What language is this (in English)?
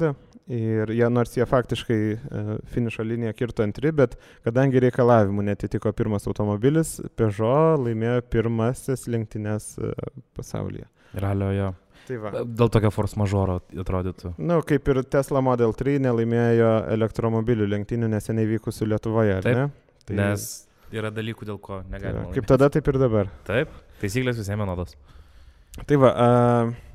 Lithuanian